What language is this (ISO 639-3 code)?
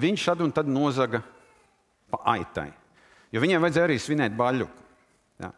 lav